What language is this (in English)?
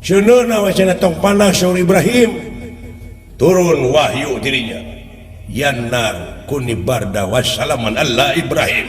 Sundanese